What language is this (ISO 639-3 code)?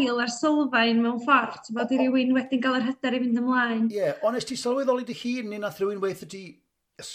cym